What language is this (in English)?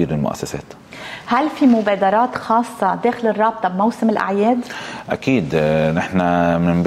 North Levantine Arabic